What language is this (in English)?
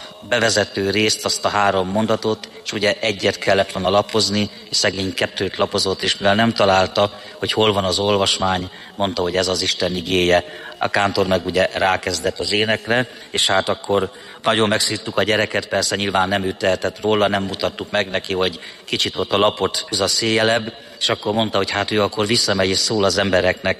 Hungarian